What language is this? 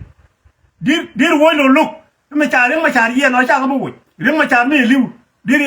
Nuer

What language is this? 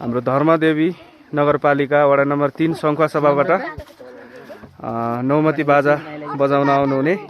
Nepali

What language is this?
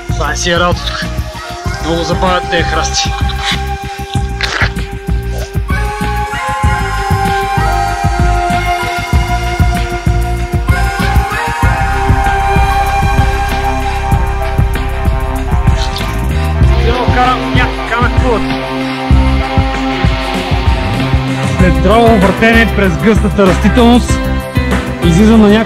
Bulgarian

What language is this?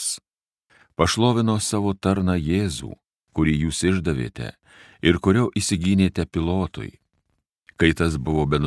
Lithuanian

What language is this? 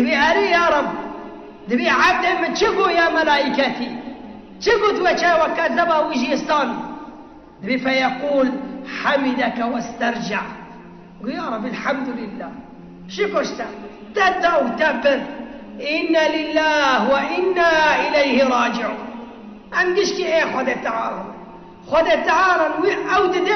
Kurdish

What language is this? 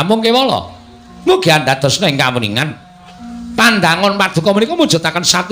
Javanese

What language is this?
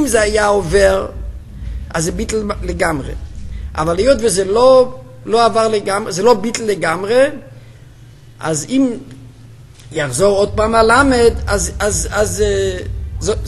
Hebrew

